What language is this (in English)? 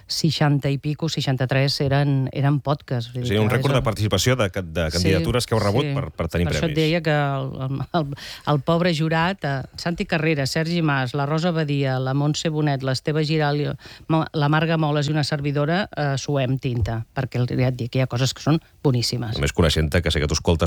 Catalan